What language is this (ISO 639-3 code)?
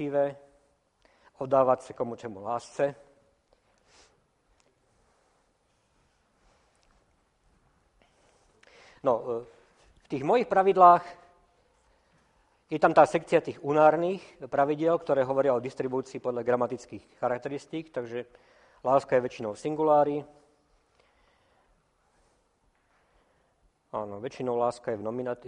slk